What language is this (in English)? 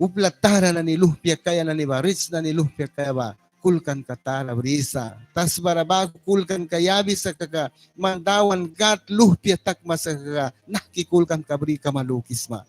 Mískito